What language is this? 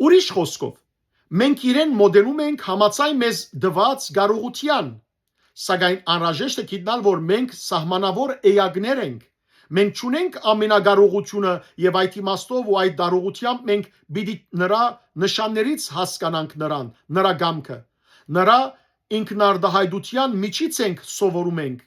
Western Armenian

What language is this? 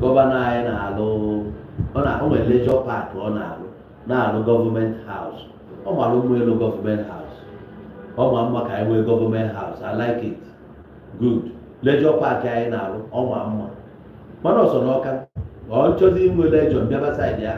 Igbo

